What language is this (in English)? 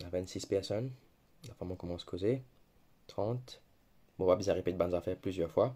Morisyen